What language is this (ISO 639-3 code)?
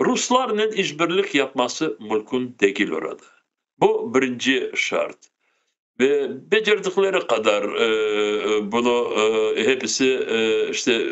crh